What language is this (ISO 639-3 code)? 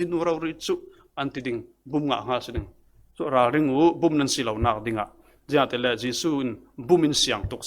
cfm